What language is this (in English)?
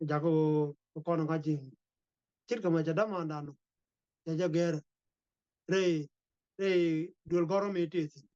Nuer